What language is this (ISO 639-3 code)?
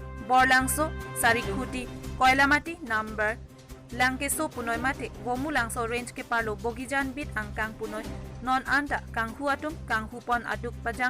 mjw